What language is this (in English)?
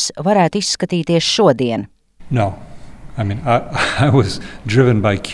Latvian